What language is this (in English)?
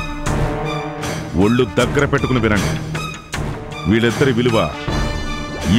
Telugu